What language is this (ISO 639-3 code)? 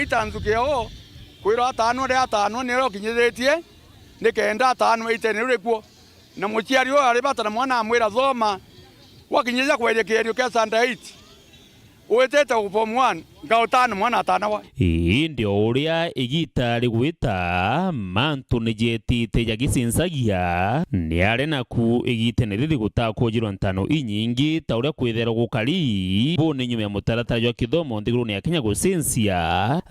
mer